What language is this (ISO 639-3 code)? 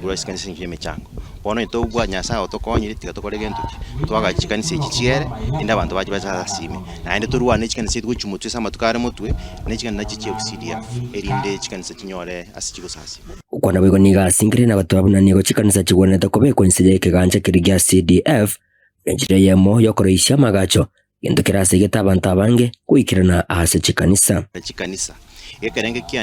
guz